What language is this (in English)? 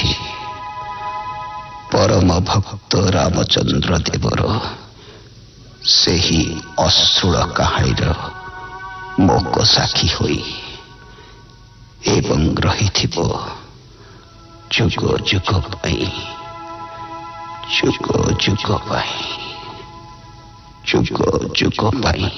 Odia